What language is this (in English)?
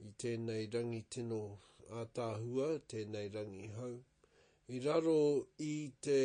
Māori